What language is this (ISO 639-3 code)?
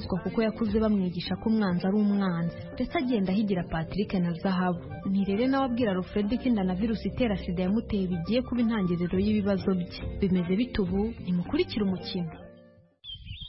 kin